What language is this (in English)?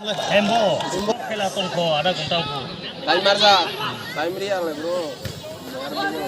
Kok Borok